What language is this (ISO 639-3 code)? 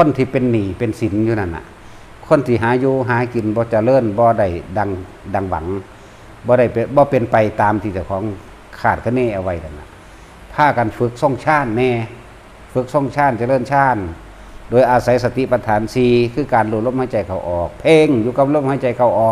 lao